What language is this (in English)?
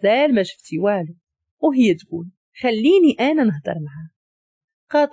Moroccan Arabic